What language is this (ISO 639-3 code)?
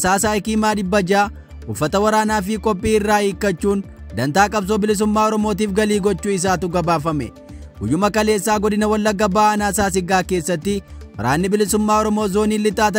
orm